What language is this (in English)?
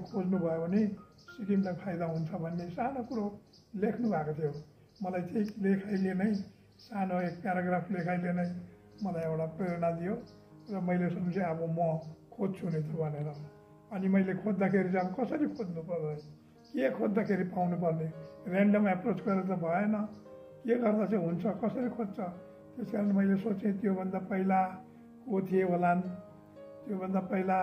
Nepali